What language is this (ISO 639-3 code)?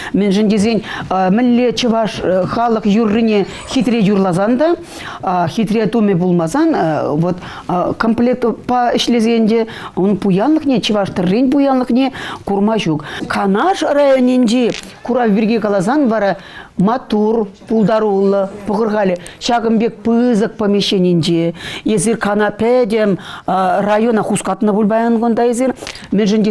chv